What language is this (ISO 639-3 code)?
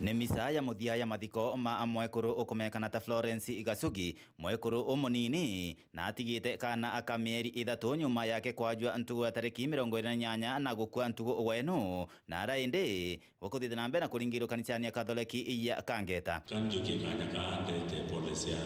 mer